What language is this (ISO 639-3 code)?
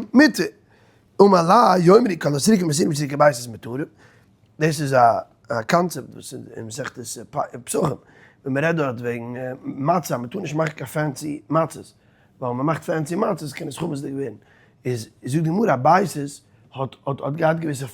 yid